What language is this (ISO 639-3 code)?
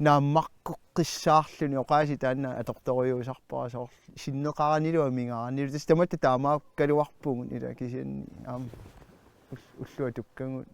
kal